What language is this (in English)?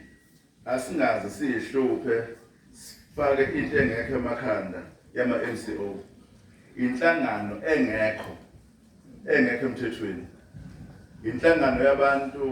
Zulu